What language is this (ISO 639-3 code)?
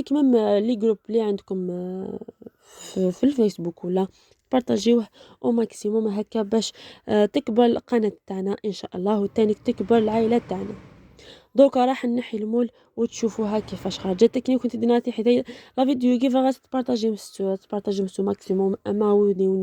arq